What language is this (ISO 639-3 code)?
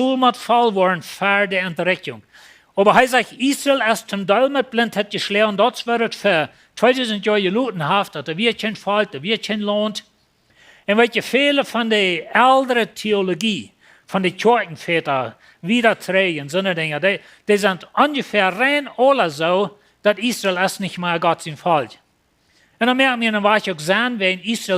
pdt